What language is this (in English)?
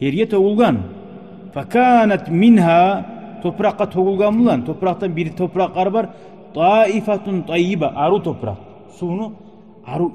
Kumyk